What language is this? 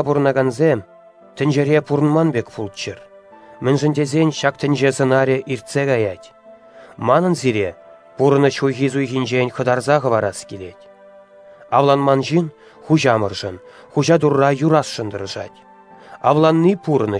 Chuvash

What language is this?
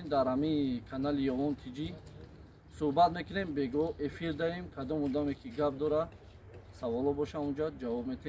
Tajik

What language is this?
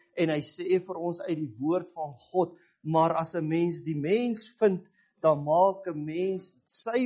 Afrikaans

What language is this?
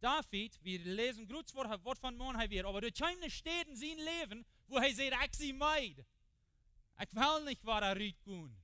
Plautdietsch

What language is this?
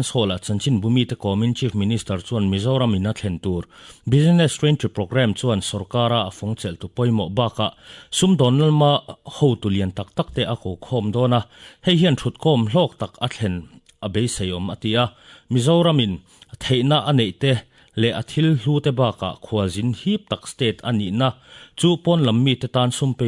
Mizo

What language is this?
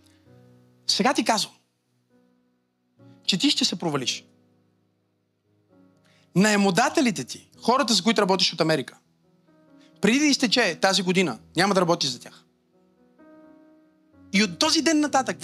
Bulgarian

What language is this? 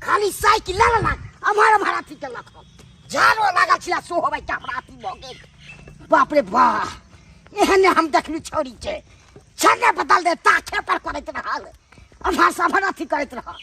Maithili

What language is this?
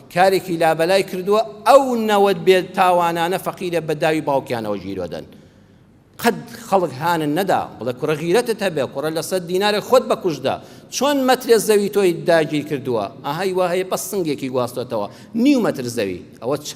Central Kurdish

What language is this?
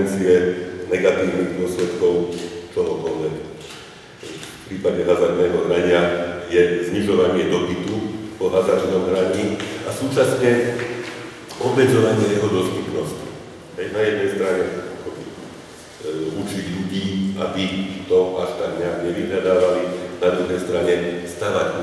Slovak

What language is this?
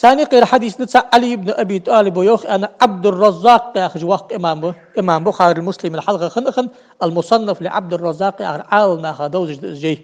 Ingush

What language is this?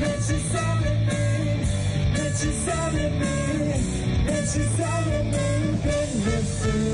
Gagauz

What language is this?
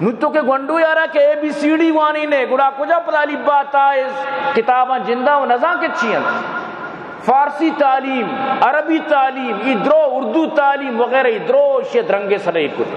Baluchi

